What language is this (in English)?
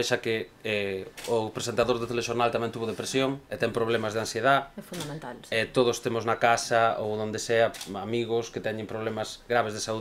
Galician